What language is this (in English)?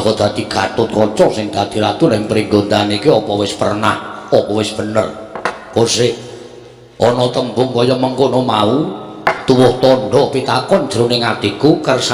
Javanese